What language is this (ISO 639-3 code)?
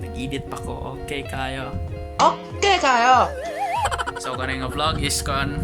ceb